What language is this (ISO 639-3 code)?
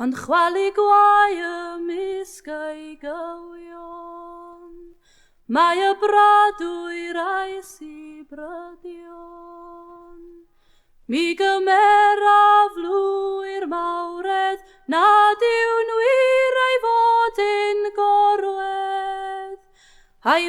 cym